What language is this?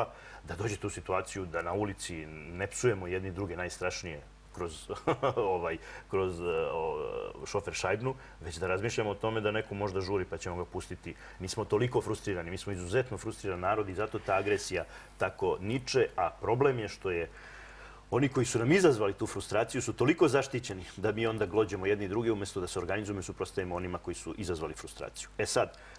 Serbian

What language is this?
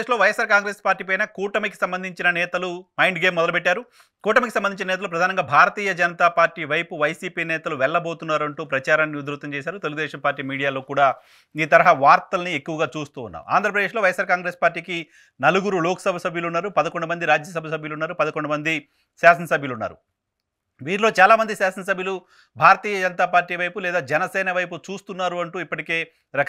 Telugu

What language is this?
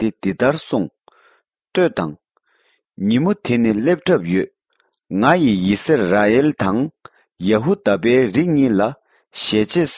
Tibetan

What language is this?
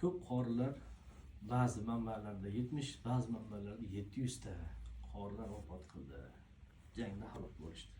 Uzbek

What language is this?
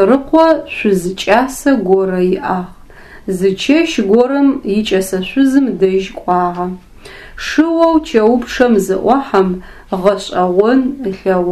Adyghe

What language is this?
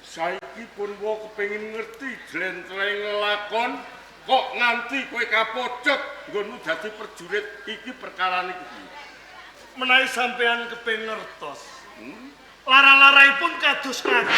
Javanese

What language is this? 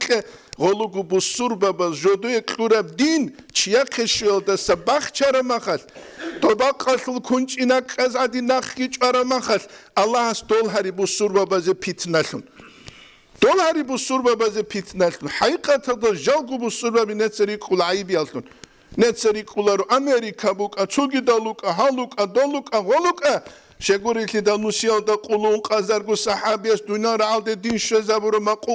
Avaric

